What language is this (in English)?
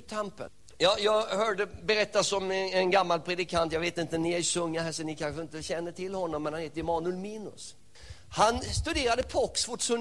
Swedish